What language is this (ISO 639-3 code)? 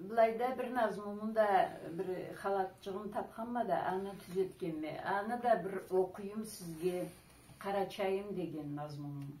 krc